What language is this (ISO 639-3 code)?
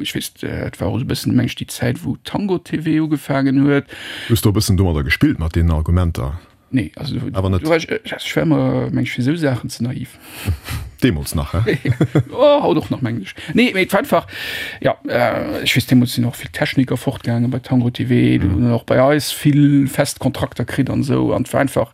ltz